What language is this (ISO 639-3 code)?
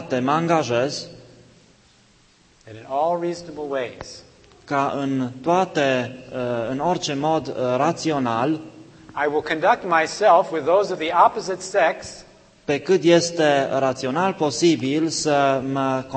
ron